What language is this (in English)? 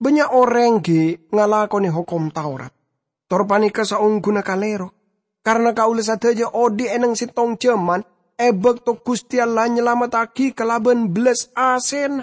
Madurese